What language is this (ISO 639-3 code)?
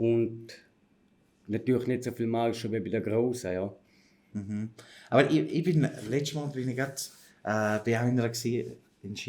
gsw